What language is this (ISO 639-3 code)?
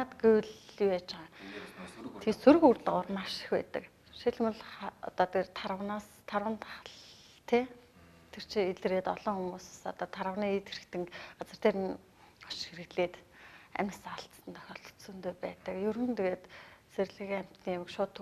mon